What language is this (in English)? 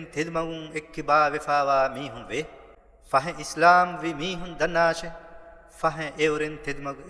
Divehi